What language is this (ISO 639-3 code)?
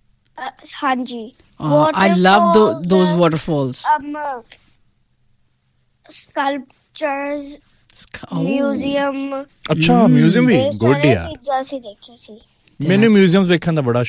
pan